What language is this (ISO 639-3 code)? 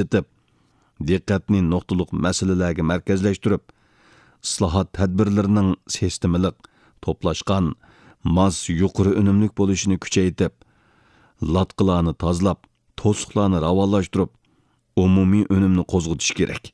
uig